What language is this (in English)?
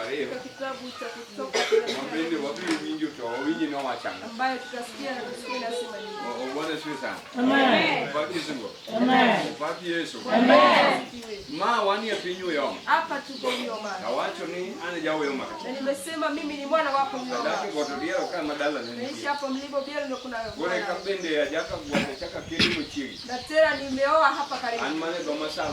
Luo (Kenya and Tanzania)